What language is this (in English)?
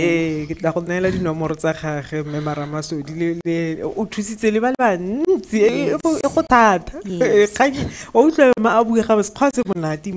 Tswana